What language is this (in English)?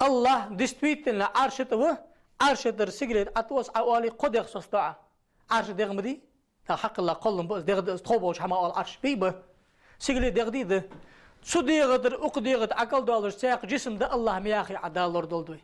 Ingush